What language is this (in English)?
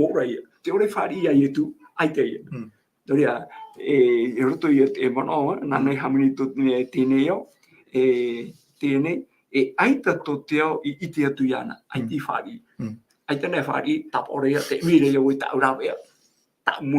Tahitian